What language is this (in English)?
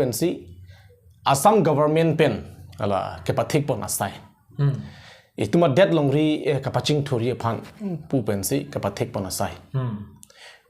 Karbi